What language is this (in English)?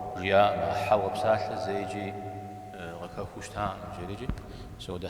Kabardian